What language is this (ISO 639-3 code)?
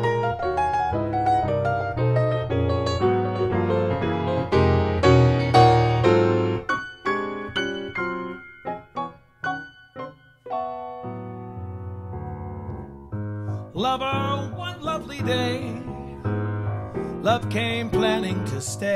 eng